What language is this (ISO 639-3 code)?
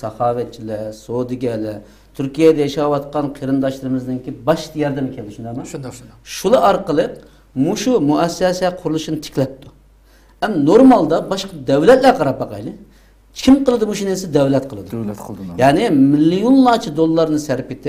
uig